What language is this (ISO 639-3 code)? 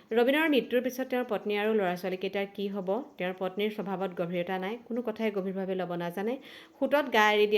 asm